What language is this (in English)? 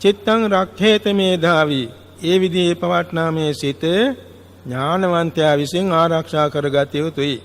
Sinhala